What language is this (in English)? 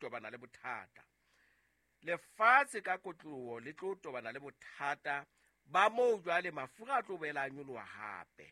Southern Sotho